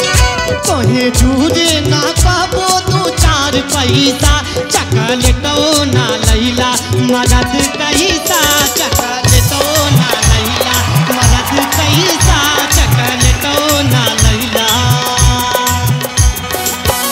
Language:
Bhojpuri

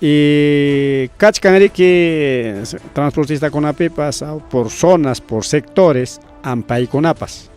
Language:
Ayacucho Quechua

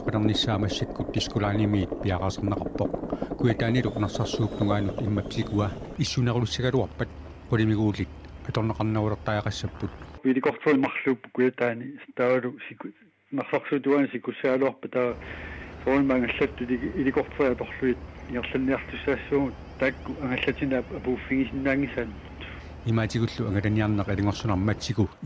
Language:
Kalaallisut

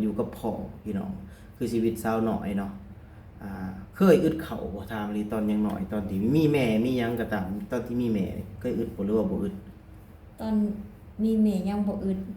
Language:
Lao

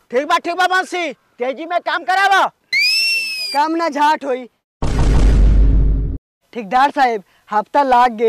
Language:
Bhojpuri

